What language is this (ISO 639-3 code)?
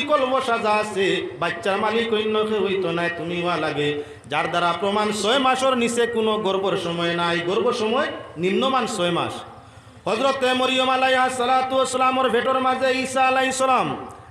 syl